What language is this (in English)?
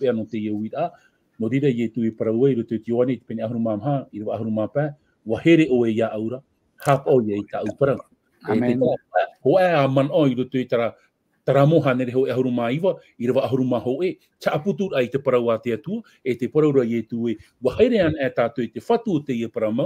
Tahitian